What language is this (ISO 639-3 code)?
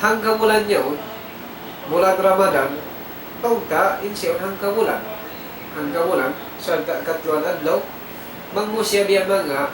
tsg